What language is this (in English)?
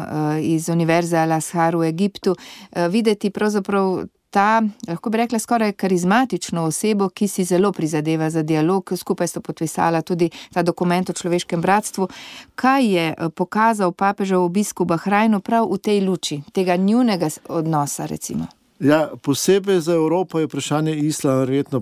Slovenian